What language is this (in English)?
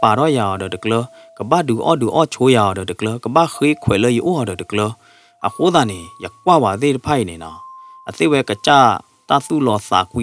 S'gaw Karen